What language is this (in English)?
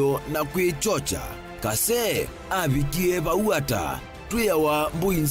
Kamba